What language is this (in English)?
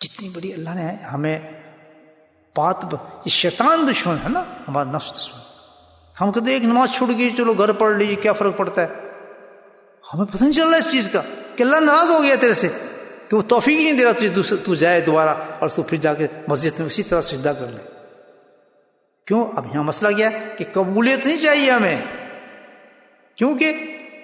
Urdu